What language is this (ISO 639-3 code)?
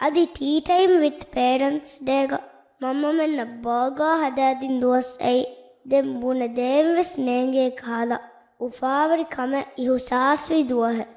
div